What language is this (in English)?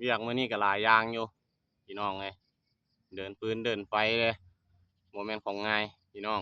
Lao